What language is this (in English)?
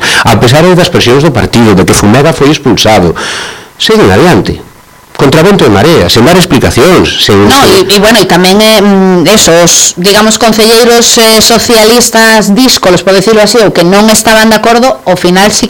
Galician